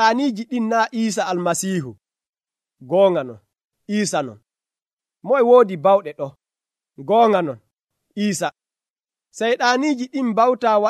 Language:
Nigerian Fulfulde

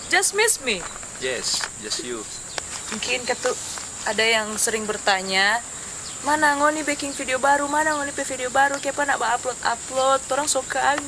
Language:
Manado Malay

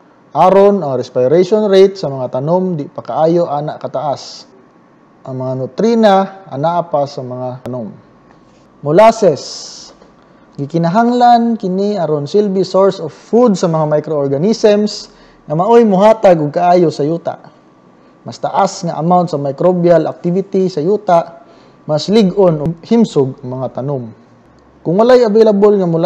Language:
Cebuano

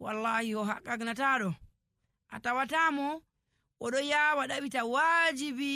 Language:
Nigerian Fulfulde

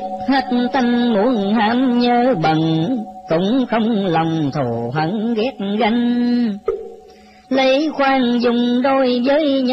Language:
Vietnamese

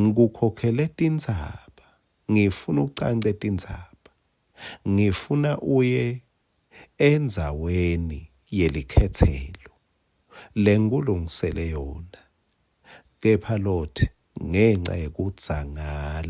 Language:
Swati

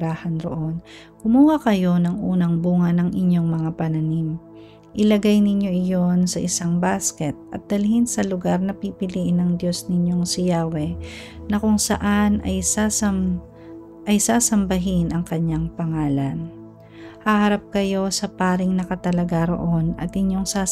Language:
Filipino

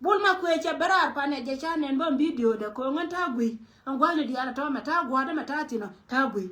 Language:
Nuer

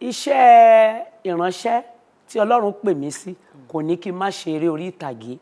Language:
Yoruba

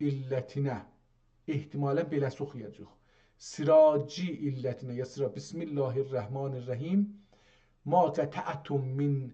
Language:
South Azerbaijani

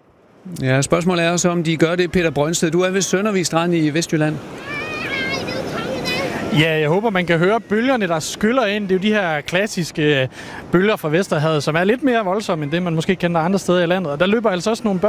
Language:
Danish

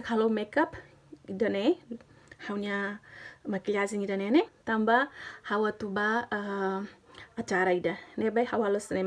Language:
Tetum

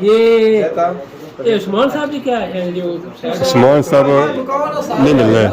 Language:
Pahari-Potwari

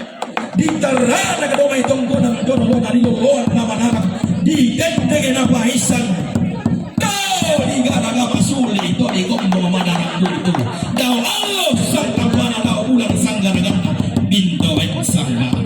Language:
Toraja-Sa'dan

